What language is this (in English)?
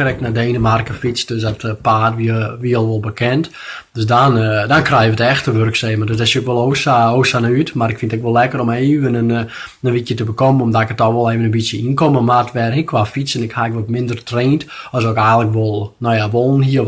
Western Frisian